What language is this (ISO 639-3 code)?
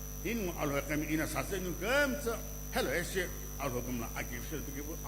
nsm